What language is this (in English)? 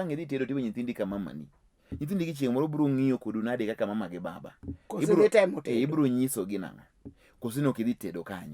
Luo (Kenya and Tanzania)